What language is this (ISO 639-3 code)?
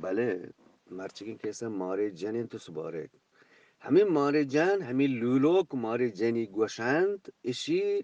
bgp